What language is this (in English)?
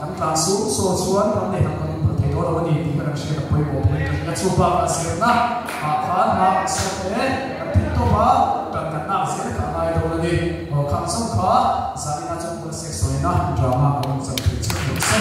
Mizo